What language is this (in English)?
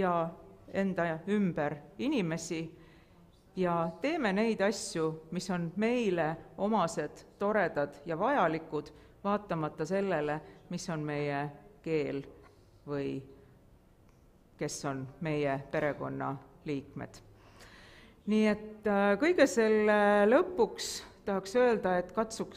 Estonian